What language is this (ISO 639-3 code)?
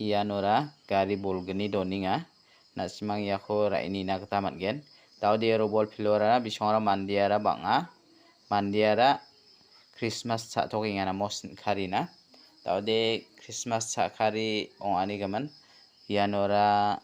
grt